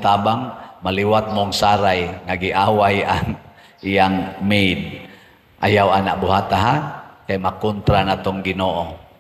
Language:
Cebuano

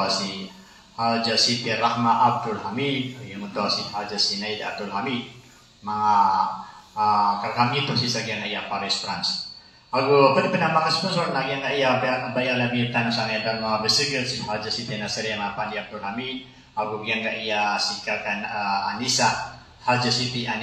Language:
Maranao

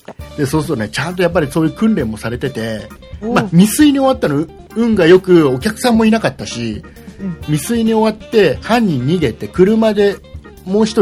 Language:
Japanese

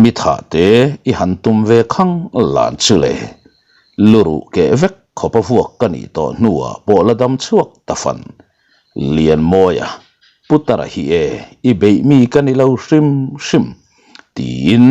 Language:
Mizo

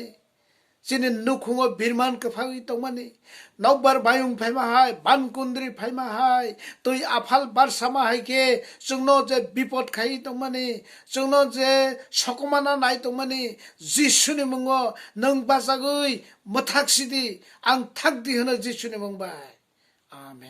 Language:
Kok Borok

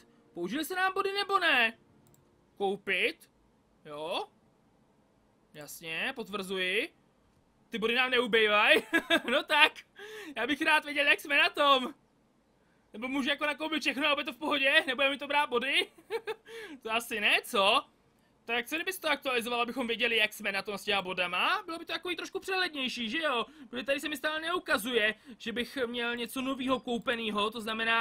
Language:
Czech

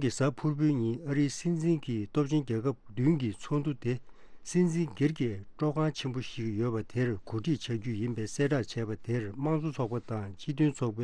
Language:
Tibetan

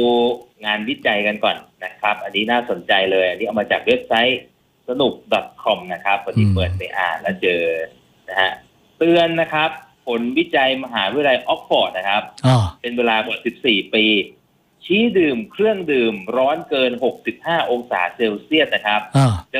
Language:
Thai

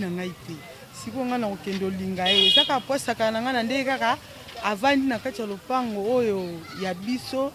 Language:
Lingala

